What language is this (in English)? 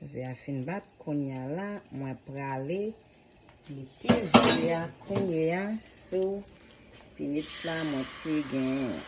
Haitian Creole